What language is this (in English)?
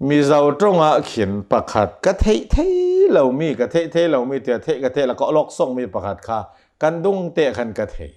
Hakha Chin